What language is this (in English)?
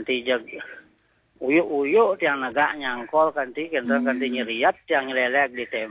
Balinese